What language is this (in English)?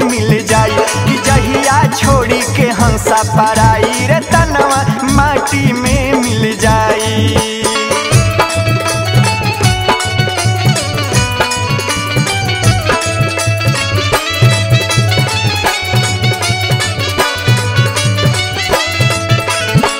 Bhojpuri